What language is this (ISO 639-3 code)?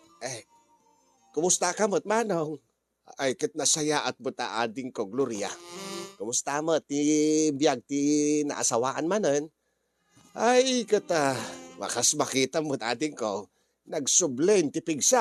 ilo